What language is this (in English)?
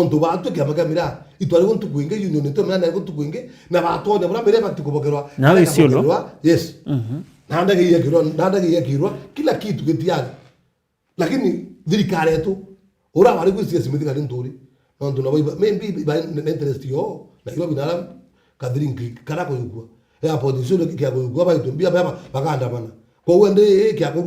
Meru